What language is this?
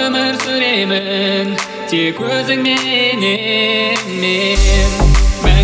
Kazakh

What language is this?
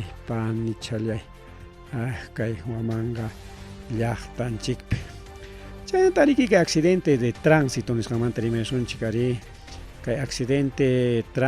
Ayacucho Quechua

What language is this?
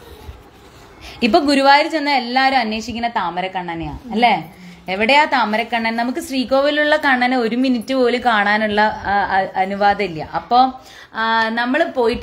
Malayalam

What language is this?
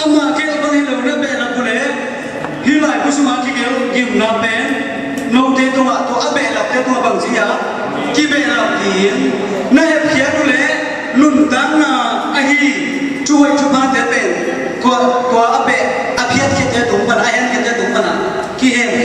Tedim Chin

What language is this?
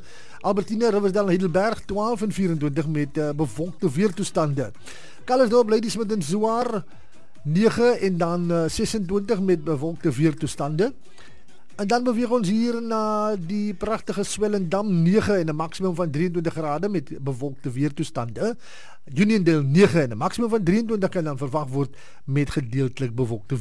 Afrikaans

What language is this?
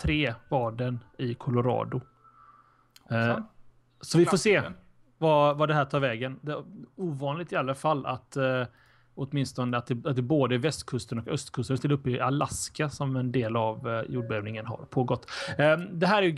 Swedish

